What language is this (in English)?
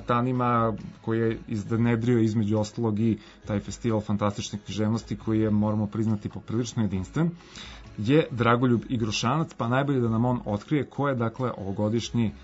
Serbian